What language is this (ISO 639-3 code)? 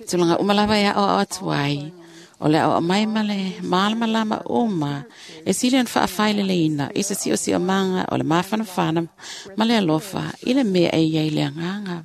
smo